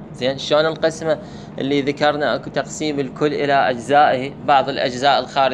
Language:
Mesopotamian Arabic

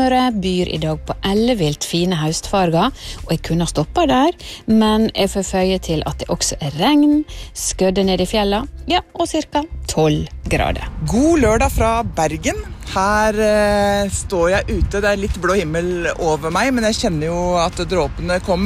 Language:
Norwegian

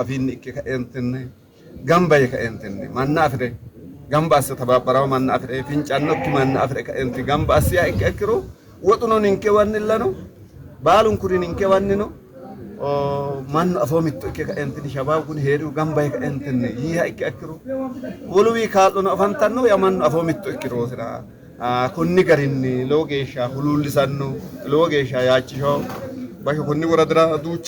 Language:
Sidamo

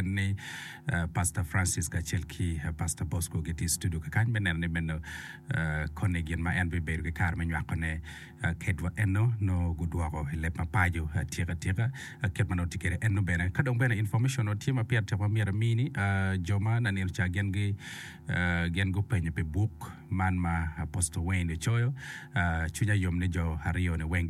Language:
Acoli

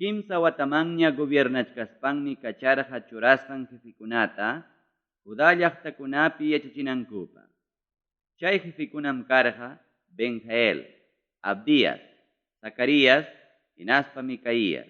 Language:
Ayacucho Quechua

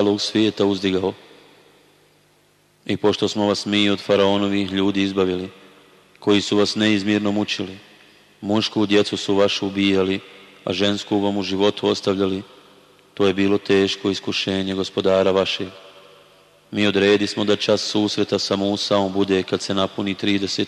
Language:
Bosnian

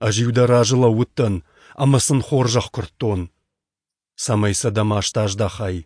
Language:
Ossetic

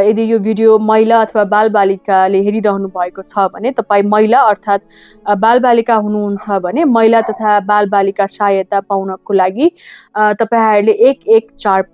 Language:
Nepali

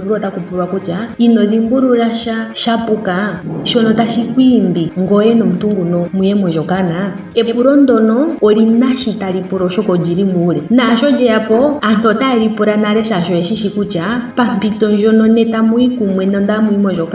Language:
Ndonga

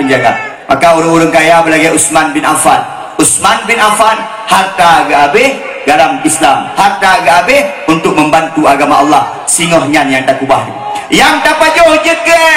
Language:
Achinese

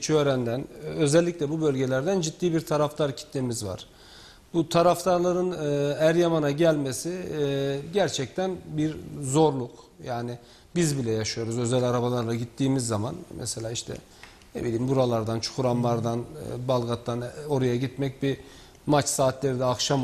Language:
Turkish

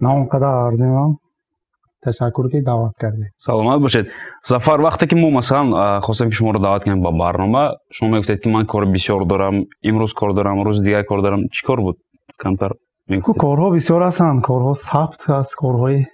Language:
Tajik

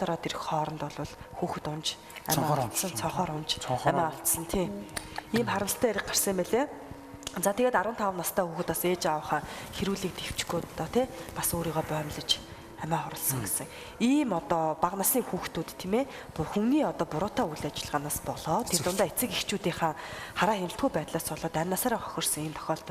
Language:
Mongolian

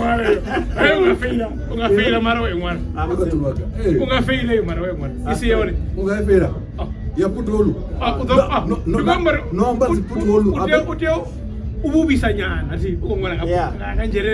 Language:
Venda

